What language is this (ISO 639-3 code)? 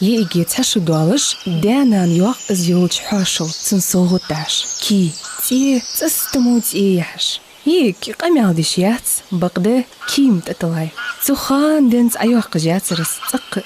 inh